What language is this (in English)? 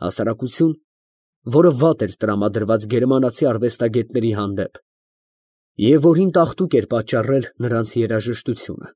Armenian